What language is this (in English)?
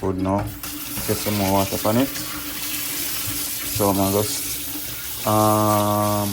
Jamaican Creole English